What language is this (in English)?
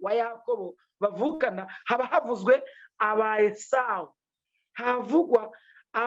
Kinyarwanda